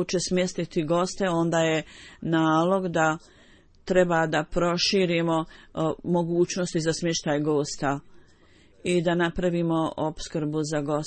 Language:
Bosnian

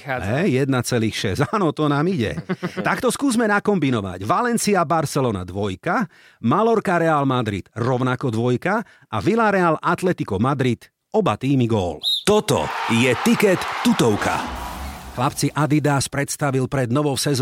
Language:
Slovak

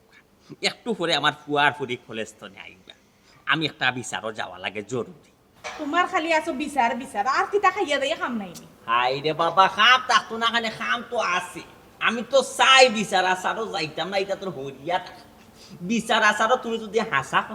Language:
Sylheti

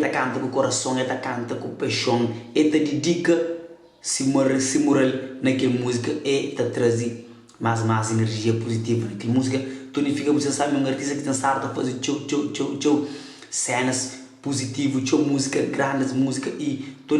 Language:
Kabuverdianu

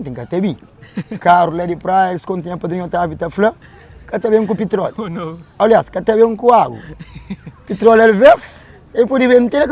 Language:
Kabuverdianu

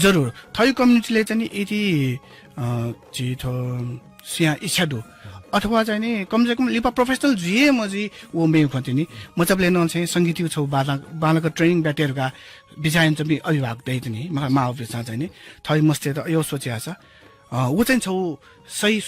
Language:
Newari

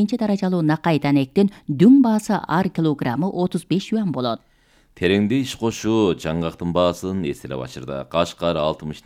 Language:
Kyrgyz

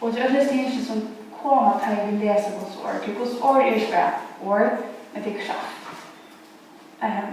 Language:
Faroese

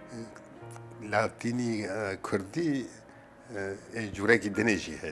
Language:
Kurdish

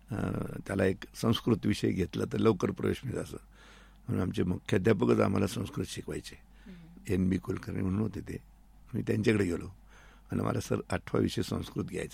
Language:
Marathi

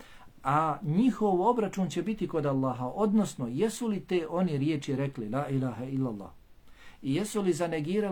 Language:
Bosnian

